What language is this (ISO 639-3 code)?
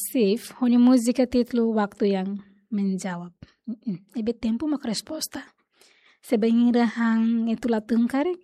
tet